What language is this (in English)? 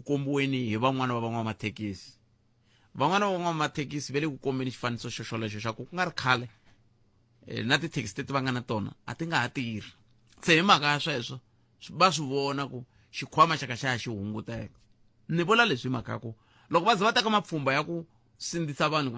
Tsonga